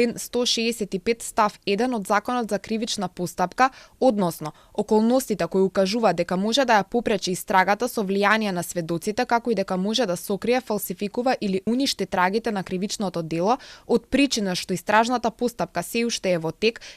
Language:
Macedonian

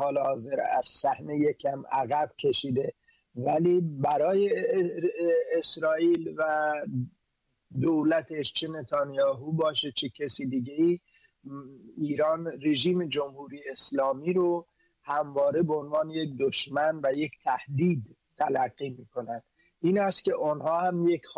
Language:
Persian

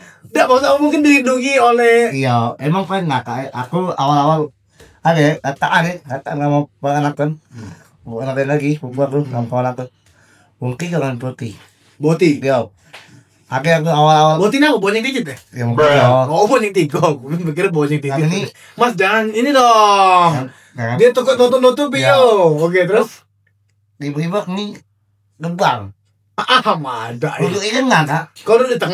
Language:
Musi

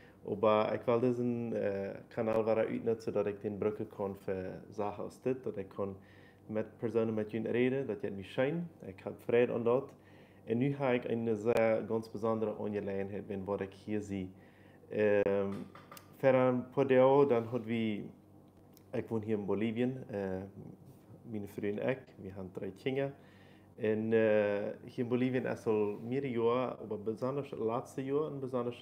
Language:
Plautdietsch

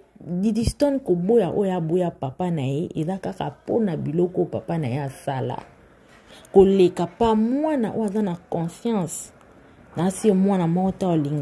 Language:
Lingala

